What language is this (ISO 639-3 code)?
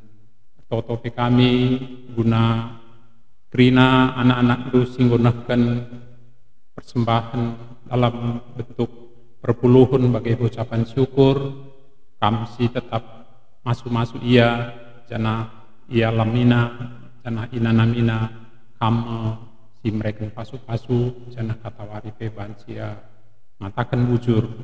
btx